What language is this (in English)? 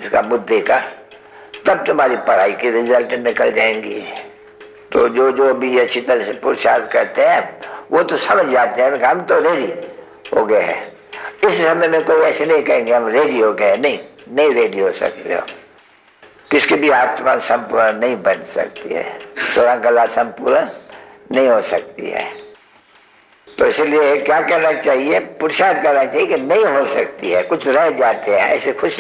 Hindi